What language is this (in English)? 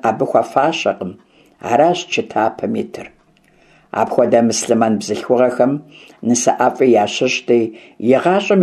Kabardian